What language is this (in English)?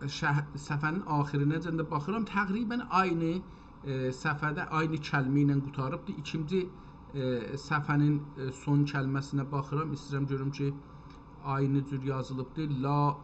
South Azerbaijani